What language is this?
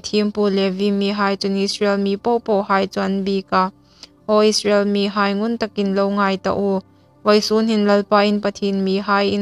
Hmar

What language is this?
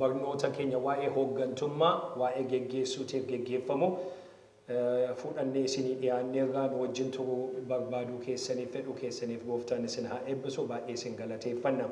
Oromo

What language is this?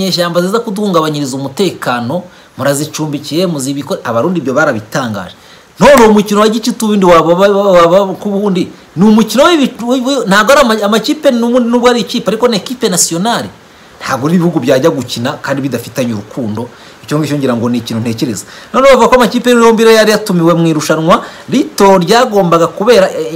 Kinyarwanda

